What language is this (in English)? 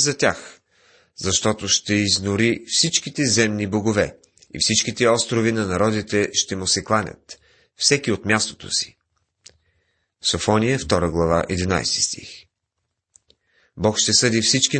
Bulgarian